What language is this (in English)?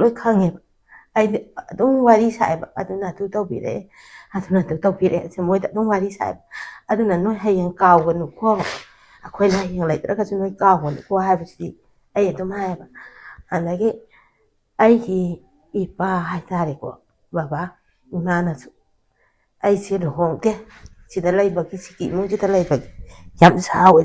Manipuri